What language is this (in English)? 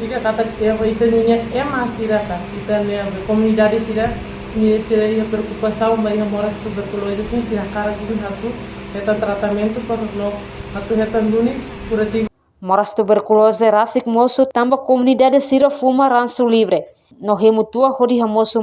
Tetum